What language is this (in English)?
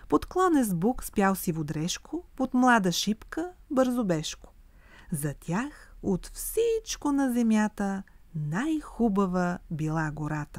Bulgarian